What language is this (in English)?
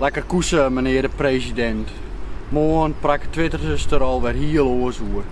Western Frisian